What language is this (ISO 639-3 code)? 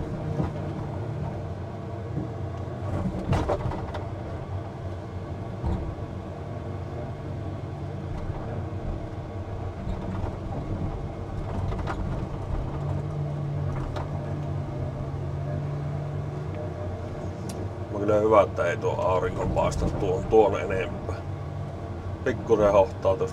fin